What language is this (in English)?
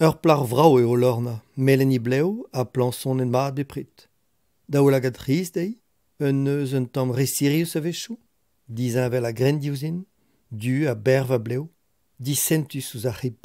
Breton